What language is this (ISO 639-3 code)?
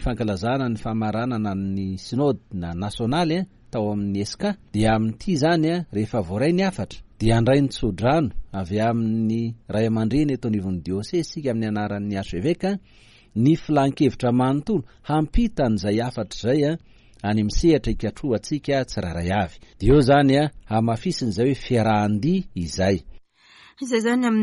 mlg